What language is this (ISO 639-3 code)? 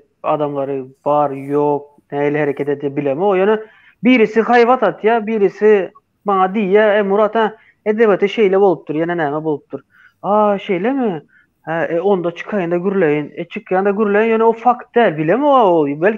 tuk